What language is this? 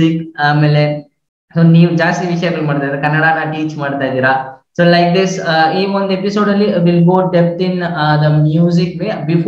Kannada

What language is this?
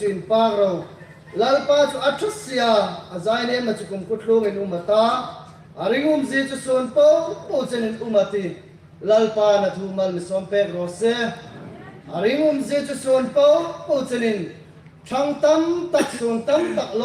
Hmar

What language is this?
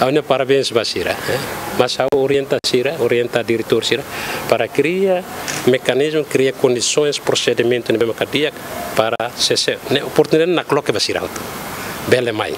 Tetum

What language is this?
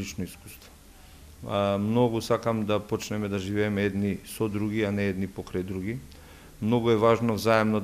Macedonian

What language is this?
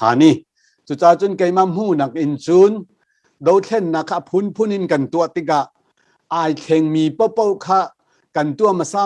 Hakha Chin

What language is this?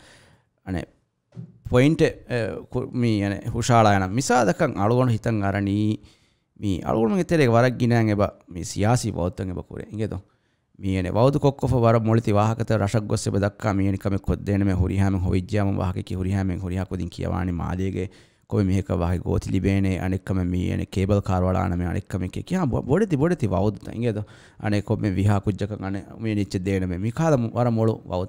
Divehi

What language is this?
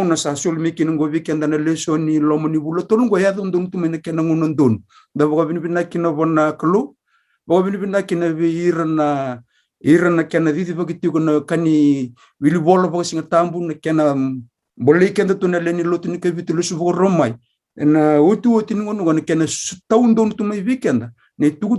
Fijian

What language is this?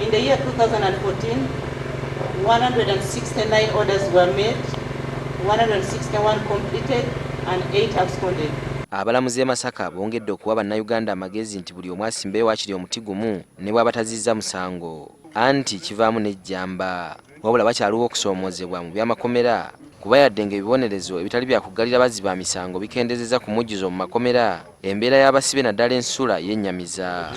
Ganda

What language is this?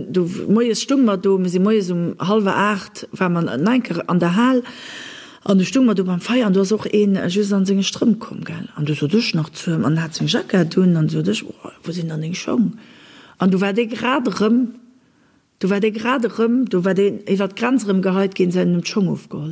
Luxembourgish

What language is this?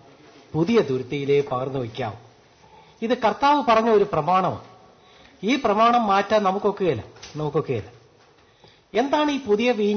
Malayalam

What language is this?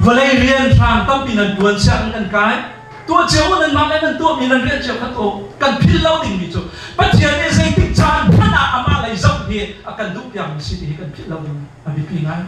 Hakha Chin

